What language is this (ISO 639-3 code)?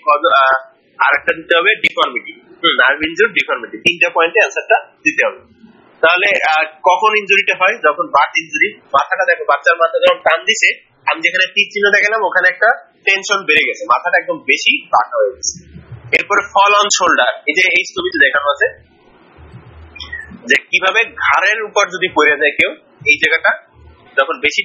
ben